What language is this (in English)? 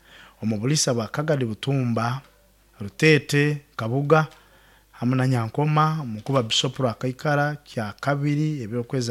Nyoro